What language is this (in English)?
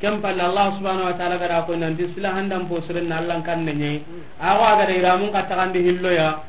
Soninke